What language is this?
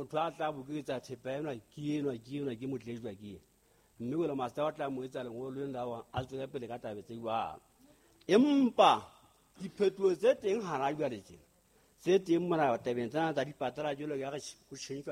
Southern Sotho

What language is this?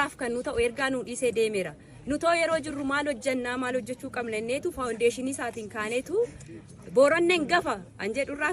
Oromo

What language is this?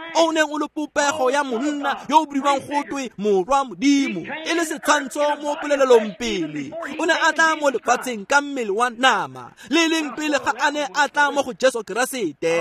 Tswana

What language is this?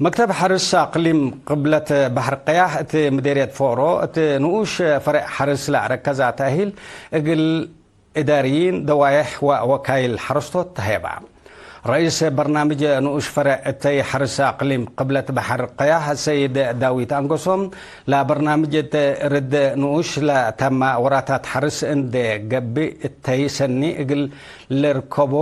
Tigre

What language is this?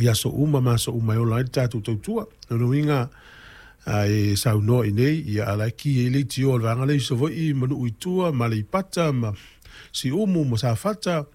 Samoan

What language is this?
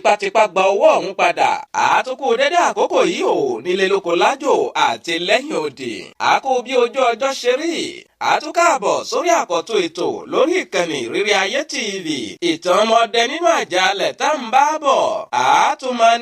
Yoruba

